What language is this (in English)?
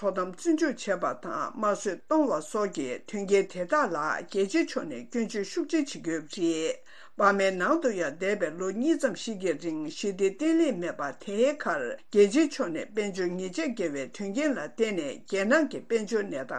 Tibetan